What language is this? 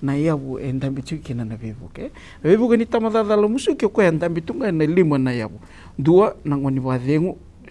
Fijian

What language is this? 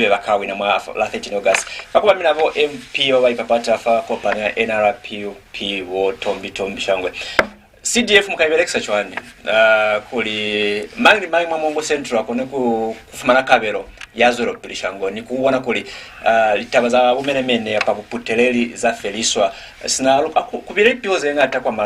Lozi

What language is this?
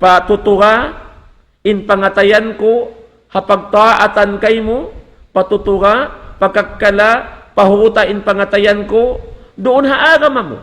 Tausug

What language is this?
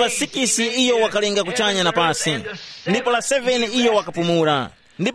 Tumbuka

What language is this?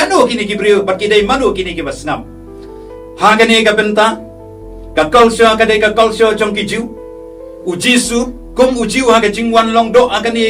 Khasi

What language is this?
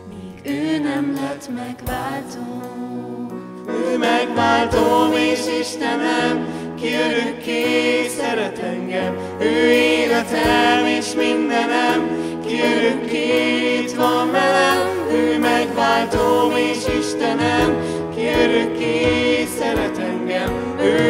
Hungarian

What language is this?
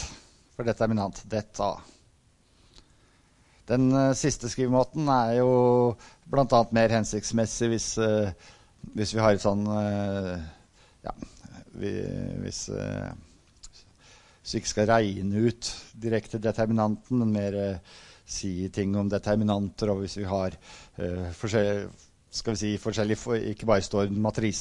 Norwegian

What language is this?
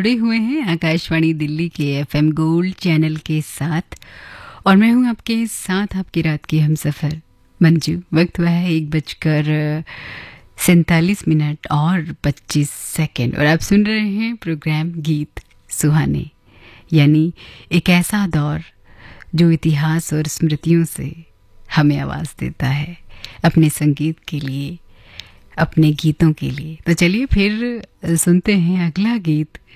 Hindi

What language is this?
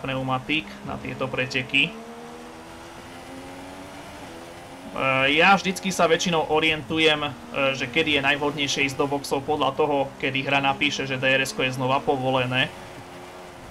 Slovak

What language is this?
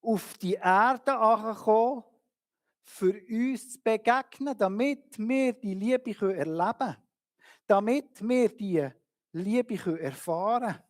Swiss German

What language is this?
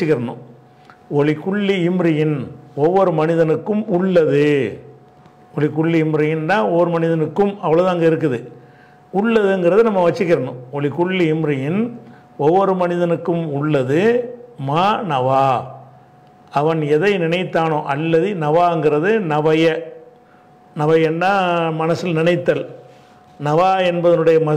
Tamil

